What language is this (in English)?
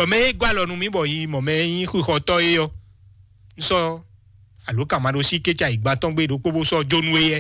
Fon